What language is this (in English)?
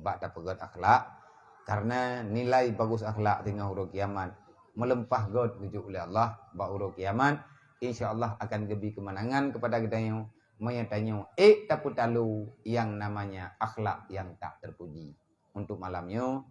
Achinese